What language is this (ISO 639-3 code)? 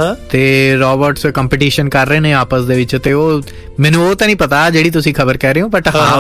pan